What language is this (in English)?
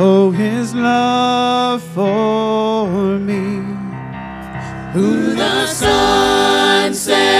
English